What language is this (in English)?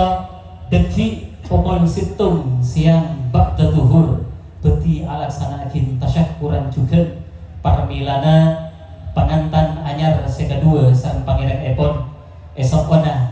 Madurese